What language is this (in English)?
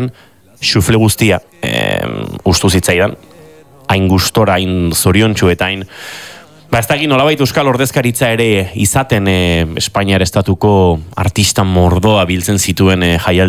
Basque